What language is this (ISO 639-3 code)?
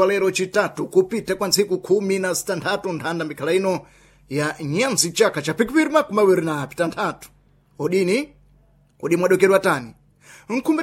seh